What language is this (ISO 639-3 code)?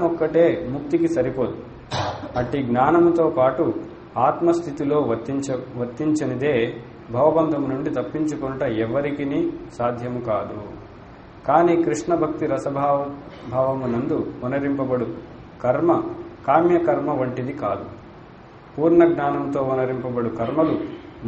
tel